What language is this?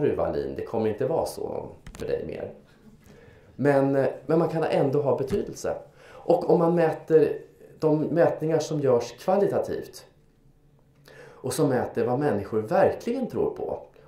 Swedish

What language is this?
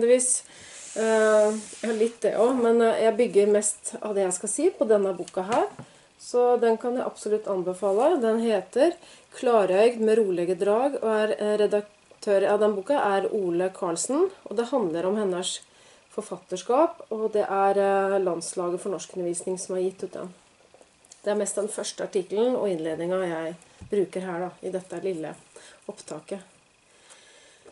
Norwegian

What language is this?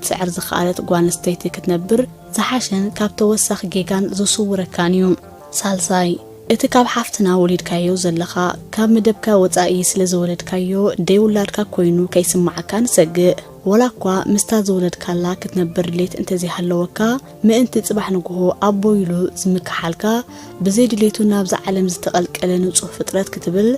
Tigrinya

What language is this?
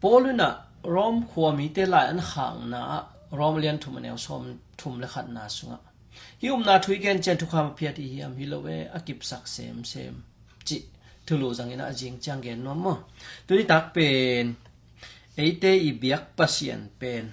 Tedim Chin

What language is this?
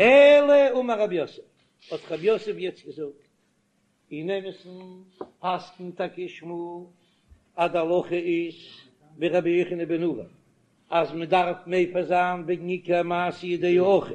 Yiddish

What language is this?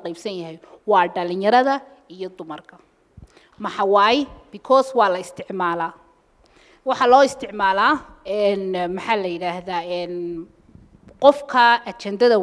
Somali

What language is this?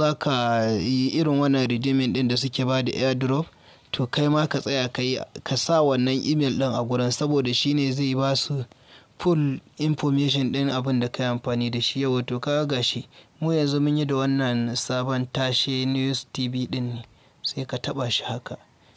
Hausa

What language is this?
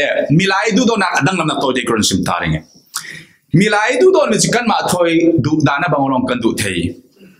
Falam Chin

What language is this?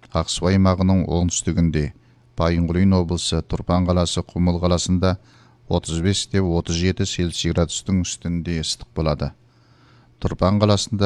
Kazakh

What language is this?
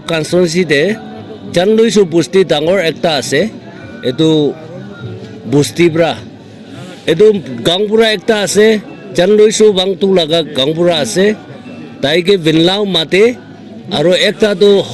Naga Pidgin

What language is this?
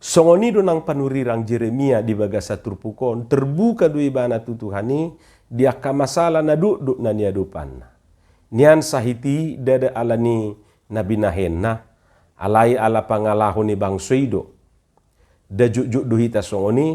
Batak Toba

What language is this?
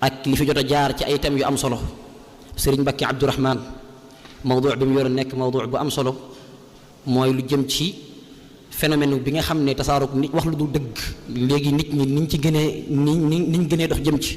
Wolof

